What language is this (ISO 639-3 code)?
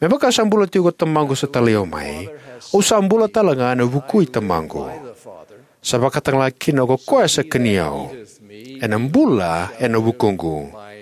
fij